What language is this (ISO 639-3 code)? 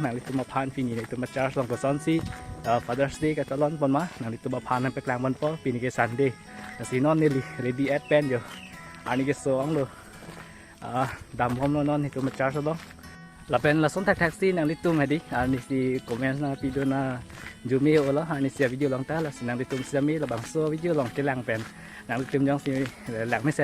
mjw